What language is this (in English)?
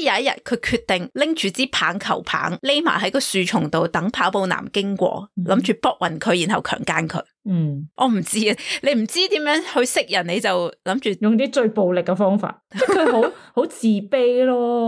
Cantonese